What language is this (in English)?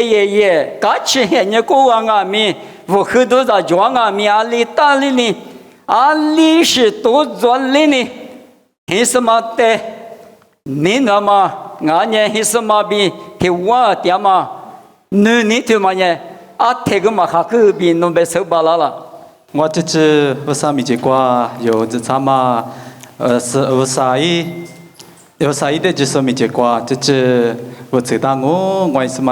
Lisu